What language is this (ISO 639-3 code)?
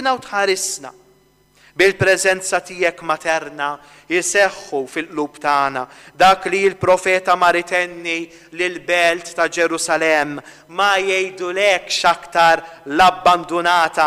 mlt